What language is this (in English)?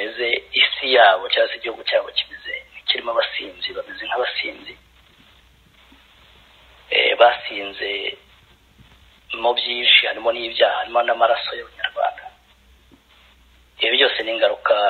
Kinyarwanda